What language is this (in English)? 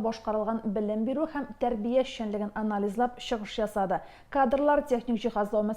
Tatar